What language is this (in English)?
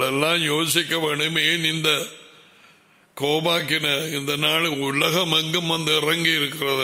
Tamil